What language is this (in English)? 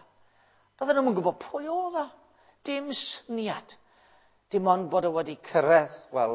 Welsh